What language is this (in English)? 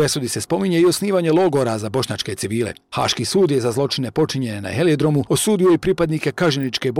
Bosnian